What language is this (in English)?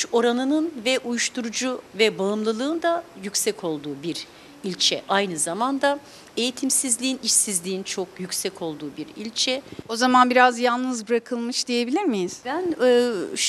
Turkish